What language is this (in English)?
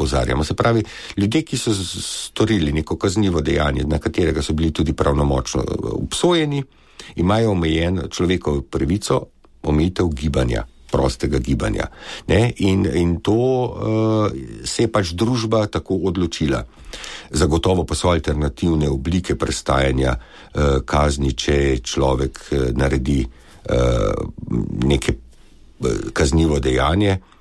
Slovenian